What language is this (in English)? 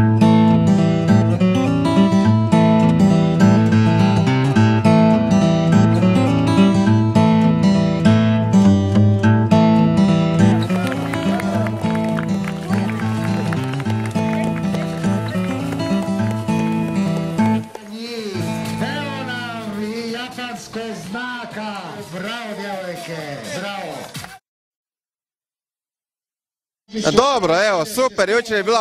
Croatian